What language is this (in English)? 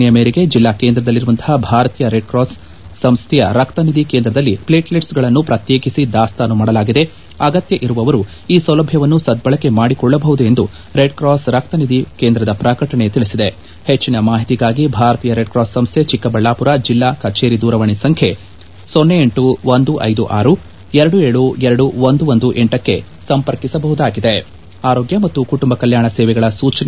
Kannada